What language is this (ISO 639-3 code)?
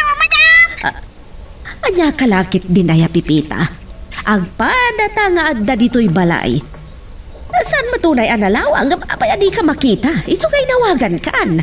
ilo